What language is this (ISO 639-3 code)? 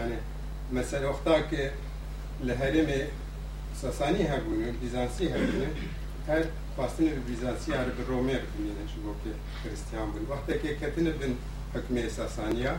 kur